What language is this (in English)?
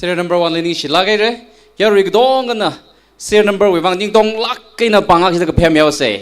Tangkhul Naga (India)